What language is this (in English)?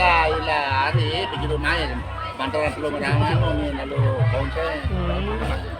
Sasak